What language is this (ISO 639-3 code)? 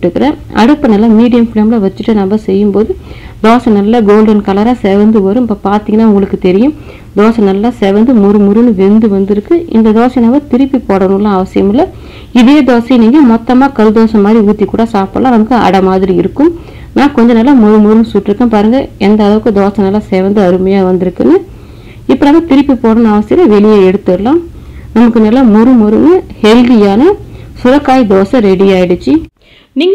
tam